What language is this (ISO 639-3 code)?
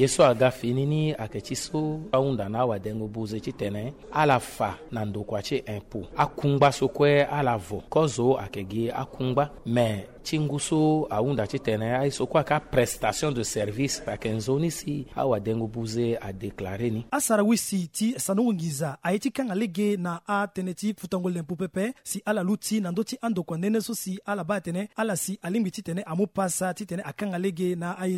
sag